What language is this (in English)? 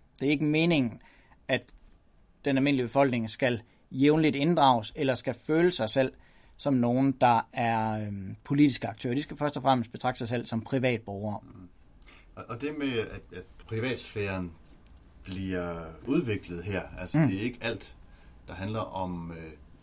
Danish